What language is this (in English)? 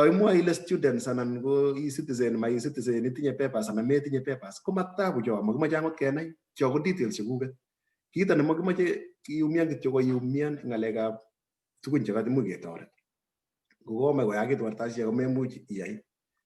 Kalenjin